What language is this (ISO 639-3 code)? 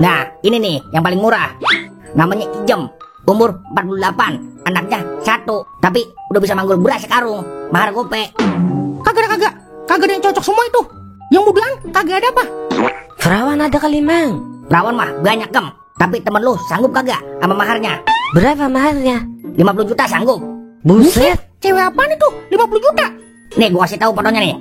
bew